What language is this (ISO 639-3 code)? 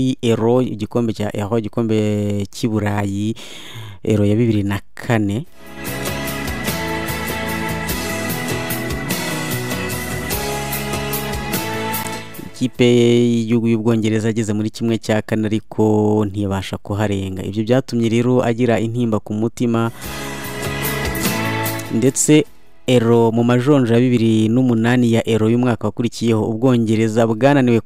kin